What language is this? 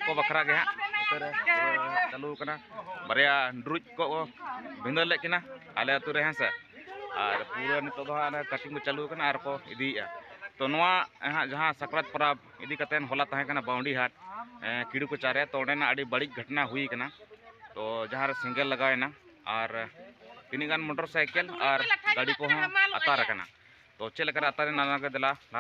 Santali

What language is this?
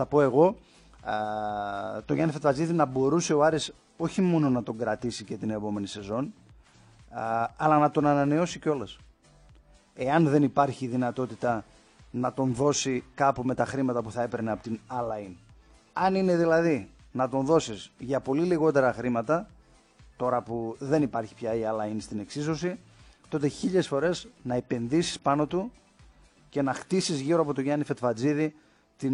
Greek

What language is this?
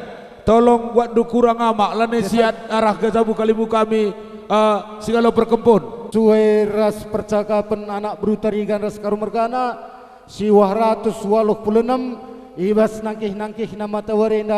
Batak Karo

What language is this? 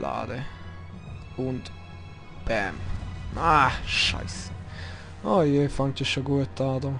Swiss German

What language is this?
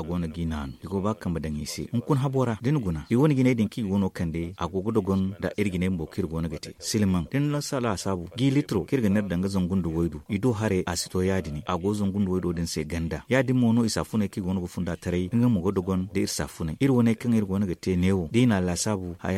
Zarma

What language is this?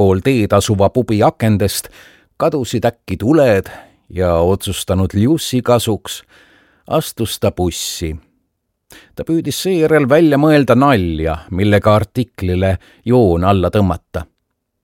Estonian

